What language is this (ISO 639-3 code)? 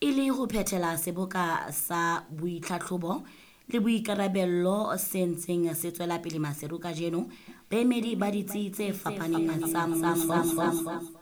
sot